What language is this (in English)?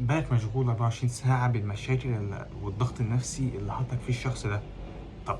Egyptian Arabic